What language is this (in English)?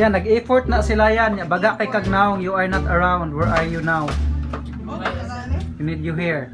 Cebuano